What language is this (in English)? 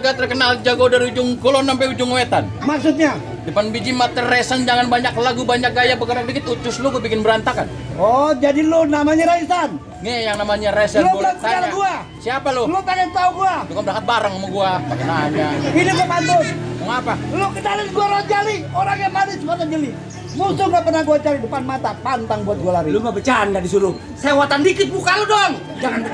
Betawi